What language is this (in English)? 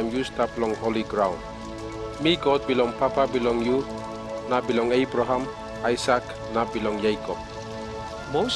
Tok Pisin